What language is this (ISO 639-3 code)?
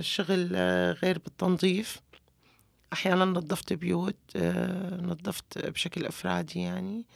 apc